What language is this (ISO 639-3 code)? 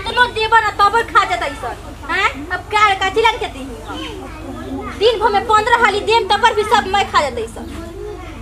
bho